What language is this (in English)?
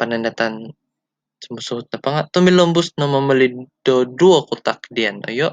Central Dusun